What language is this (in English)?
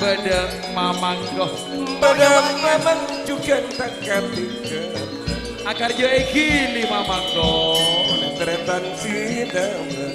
Madurese